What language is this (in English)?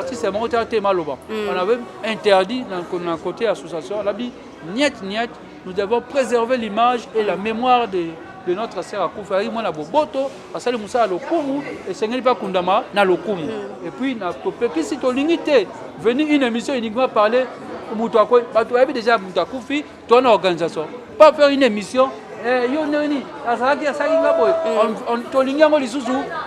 Lingala